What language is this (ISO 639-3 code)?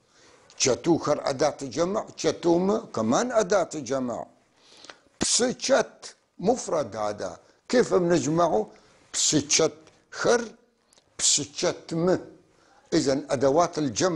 apc